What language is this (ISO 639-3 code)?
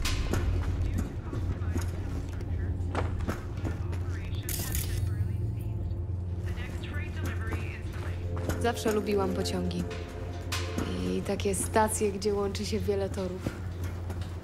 pol